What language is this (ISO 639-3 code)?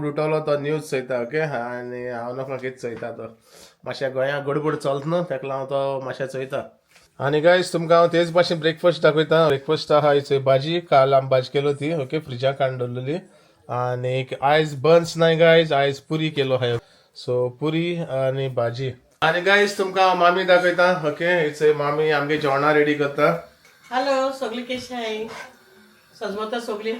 kok